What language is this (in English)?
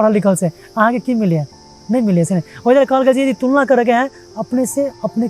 Maithili